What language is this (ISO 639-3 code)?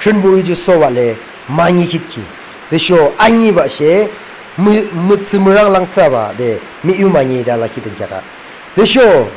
yim